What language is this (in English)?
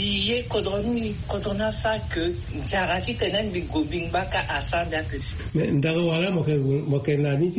Sango